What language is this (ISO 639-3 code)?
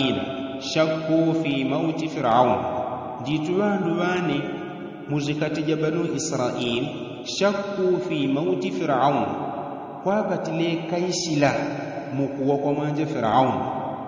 yao